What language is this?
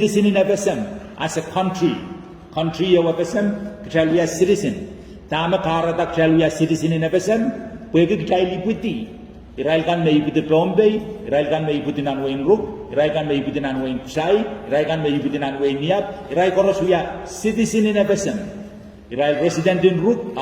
Pohnpeian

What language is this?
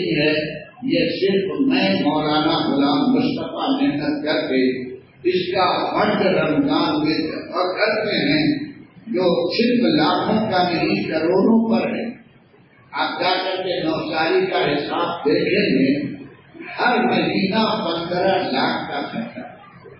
Urdu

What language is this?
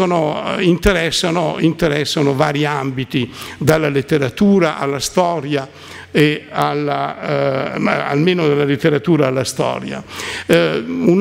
Italian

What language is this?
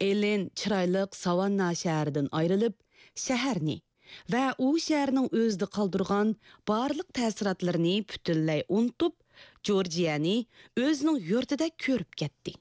Uyghur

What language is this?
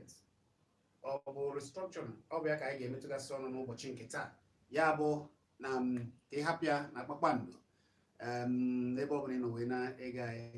Igbo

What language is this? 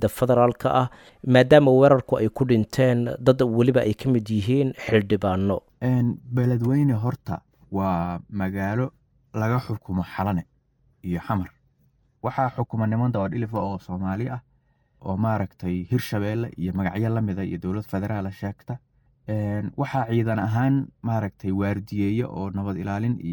Somali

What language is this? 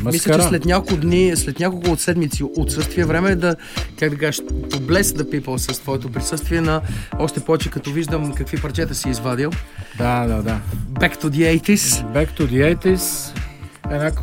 Bulgarian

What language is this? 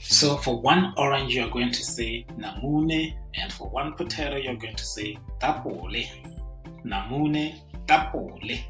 Tswana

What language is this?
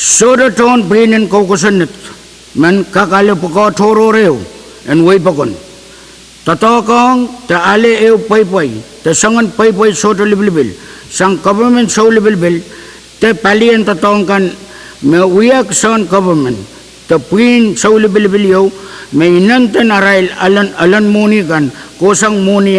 Pohnpeian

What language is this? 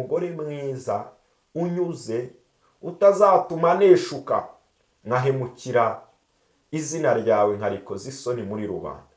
Kinyarwanda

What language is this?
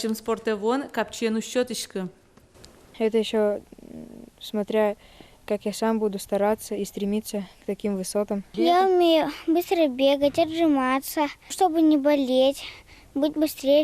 Udmurt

